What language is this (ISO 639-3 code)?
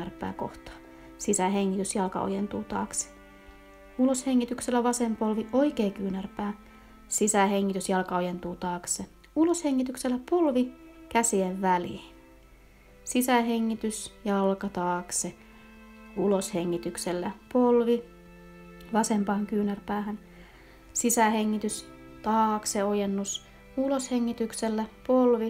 fin